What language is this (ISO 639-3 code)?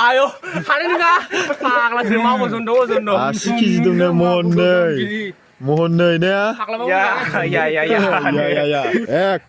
brx